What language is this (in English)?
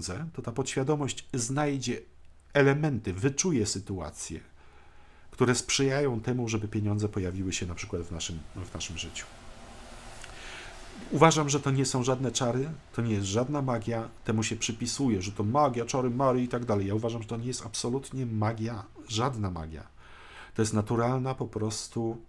Polish